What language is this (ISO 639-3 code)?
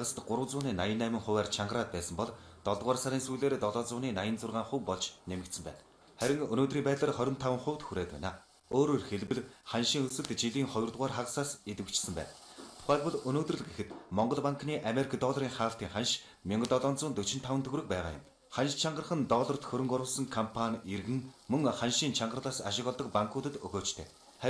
mon